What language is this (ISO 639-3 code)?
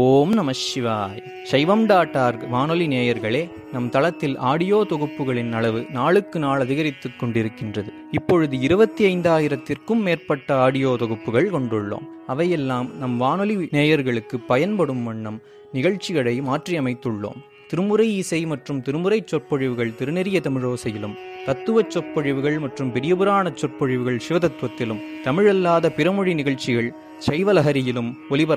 tam